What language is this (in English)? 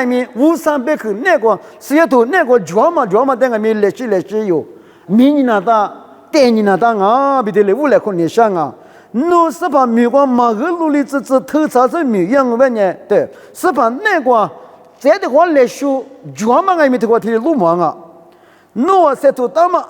Lisu